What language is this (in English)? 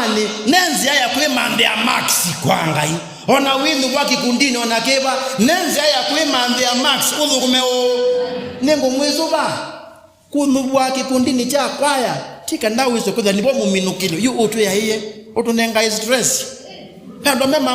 Kamba